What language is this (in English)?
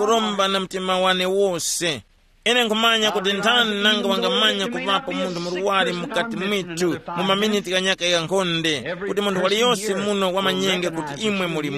Tumbuka